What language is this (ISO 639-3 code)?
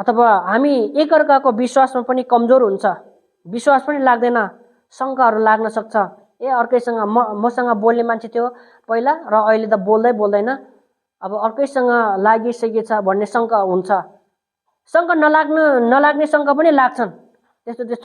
nep